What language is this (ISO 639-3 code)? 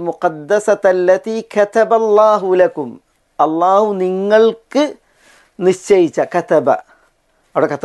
mal